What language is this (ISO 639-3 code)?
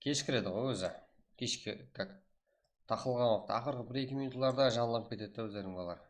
kaa